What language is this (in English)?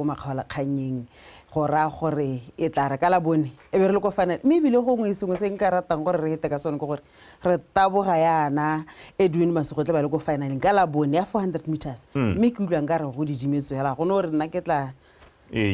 Tswana